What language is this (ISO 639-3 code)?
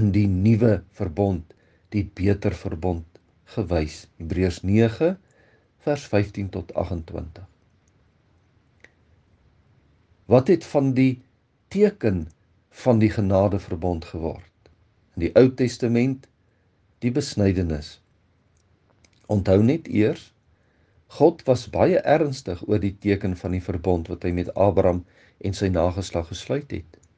afr